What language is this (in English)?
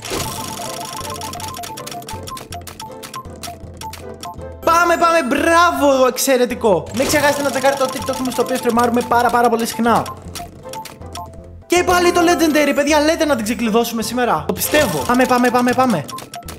Greek